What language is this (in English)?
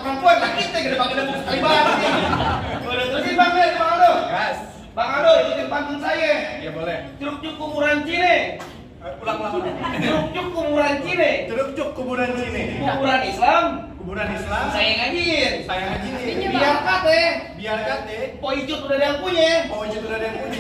Betawi